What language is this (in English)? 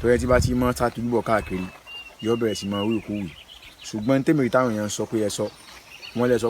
Yoruba